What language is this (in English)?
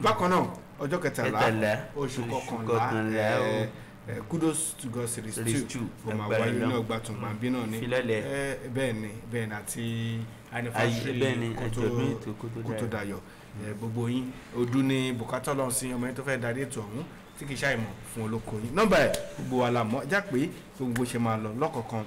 Yoruba